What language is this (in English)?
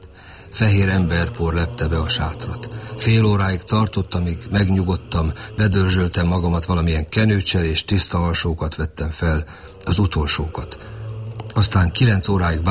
Hungarian